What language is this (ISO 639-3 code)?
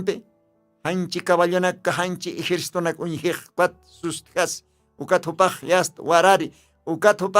aym